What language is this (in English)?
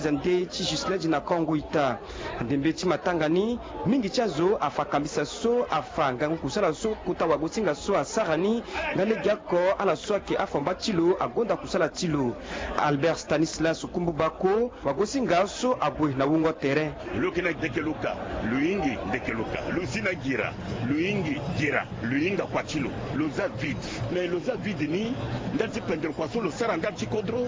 Sango